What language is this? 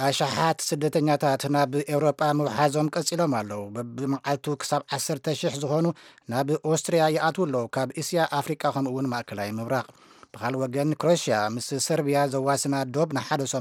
Tigrinya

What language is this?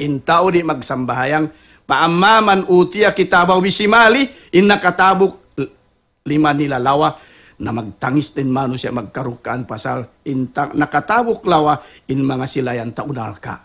Tausug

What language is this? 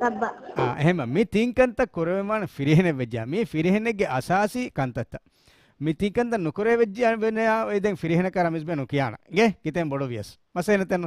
Divehi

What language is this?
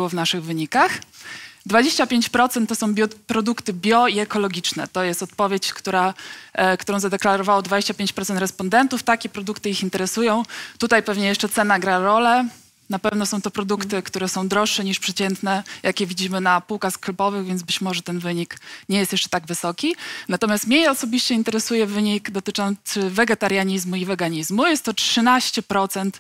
Polish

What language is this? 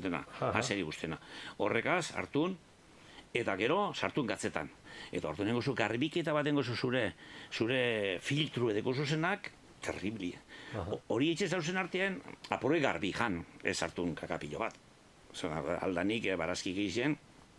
Basque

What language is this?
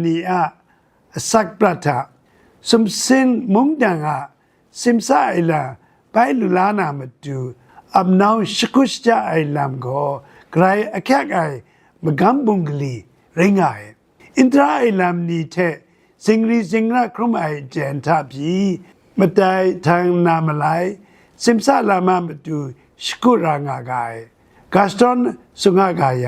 Kachin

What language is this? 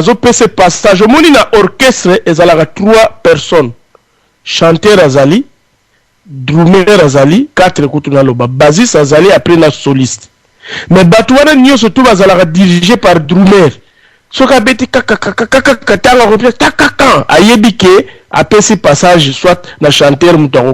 Lingala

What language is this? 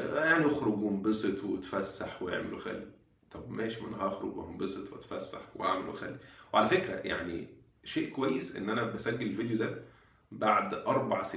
Egyptian Arabic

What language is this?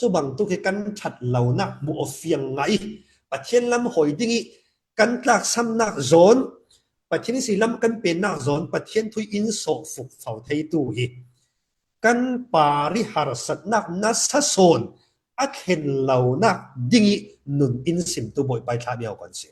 Falam Chin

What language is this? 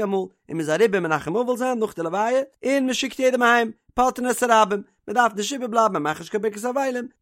Yiddish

